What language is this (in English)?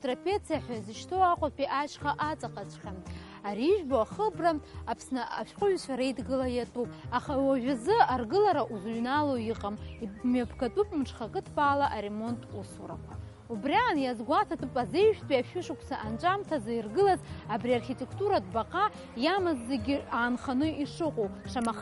Abkhazian